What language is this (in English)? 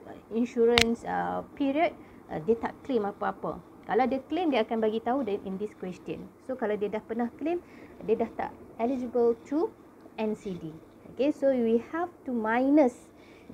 Malay